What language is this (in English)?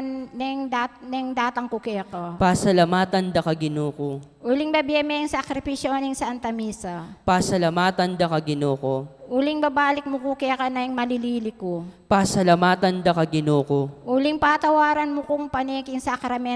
Pampanga